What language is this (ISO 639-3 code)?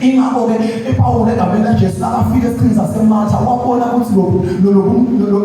zul